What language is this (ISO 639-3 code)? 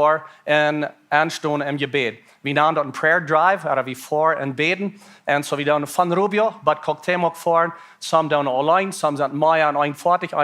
pdt